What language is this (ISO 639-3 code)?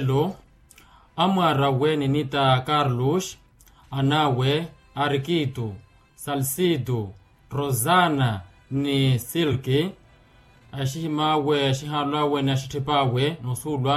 vmw